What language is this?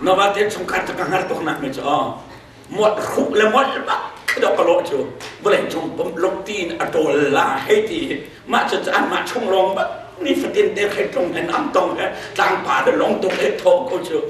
Hakha Chin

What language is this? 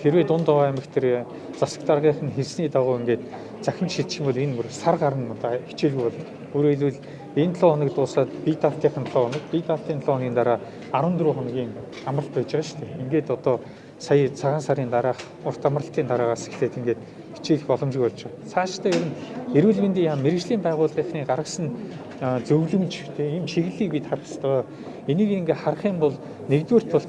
Mongolian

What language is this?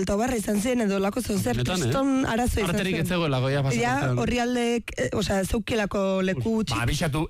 Basque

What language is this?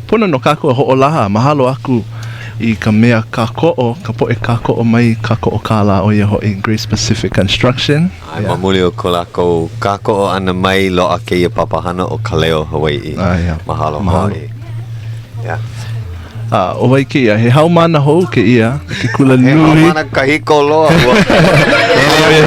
Hawaiian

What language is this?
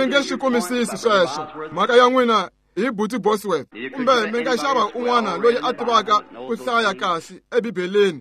Tsonga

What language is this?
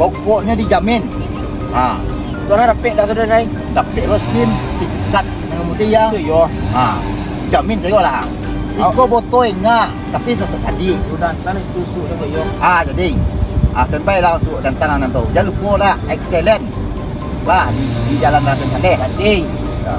Minangkabau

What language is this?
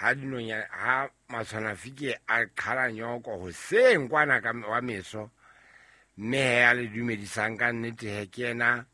Southern Sotho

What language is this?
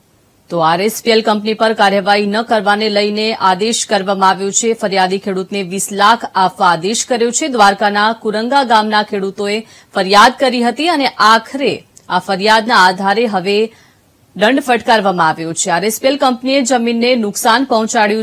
Gujarati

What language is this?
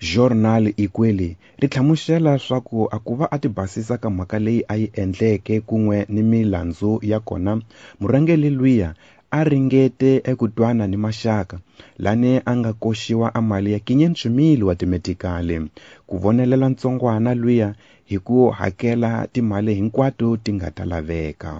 Tsonga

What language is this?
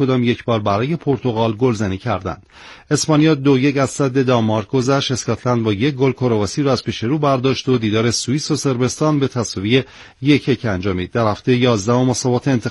Persian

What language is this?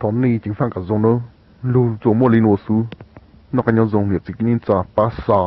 Hmong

